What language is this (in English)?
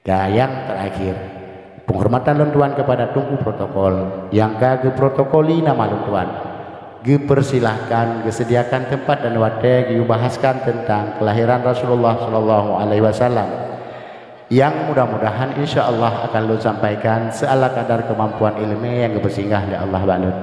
Achinese